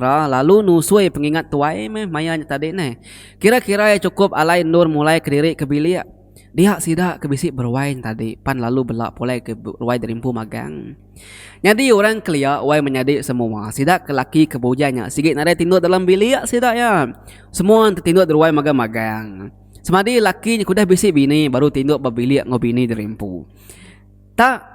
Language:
Iban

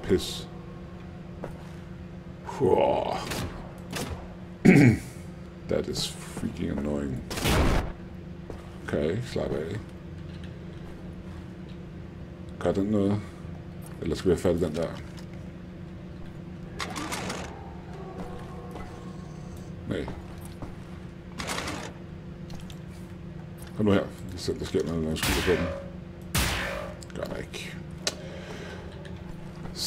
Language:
Danish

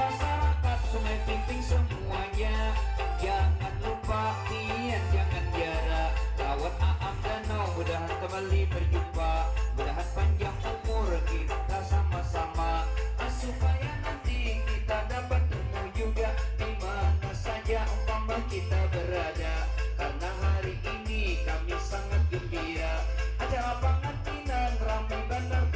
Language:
Banjar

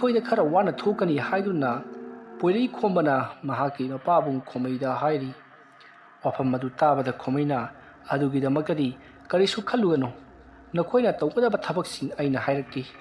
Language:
Manipuri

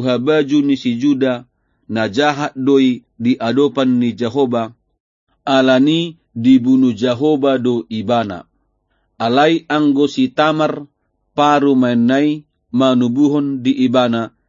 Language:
Batak Toba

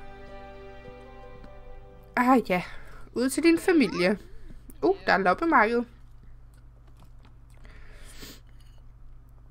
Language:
Danish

